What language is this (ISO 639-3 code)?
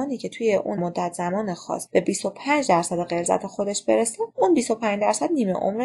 fas